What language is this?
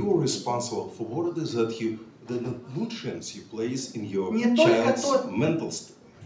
English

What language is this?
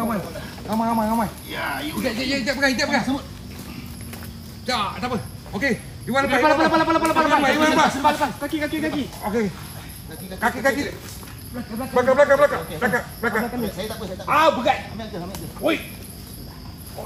Malay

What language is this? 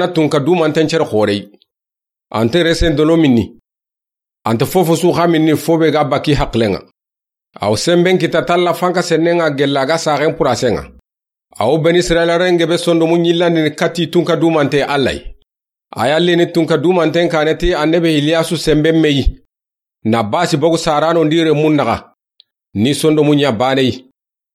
Soninke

